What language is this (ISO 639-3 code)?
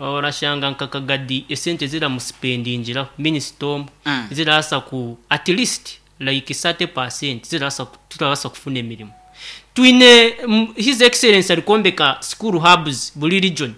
nyn